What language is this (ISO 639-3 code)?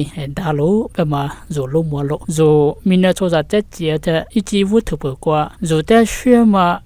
lis